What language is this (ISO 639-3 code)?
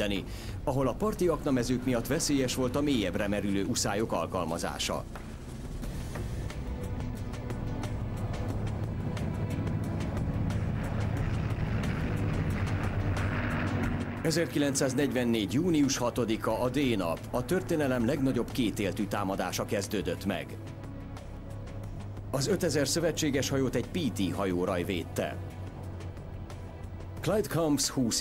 hun